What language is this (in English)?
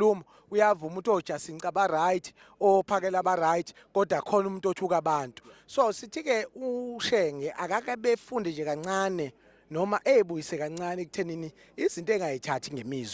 Zulu